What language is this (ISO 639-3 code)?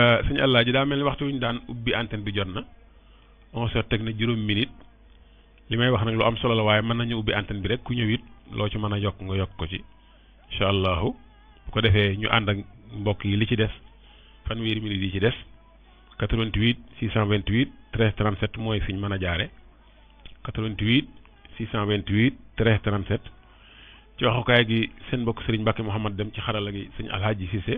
wol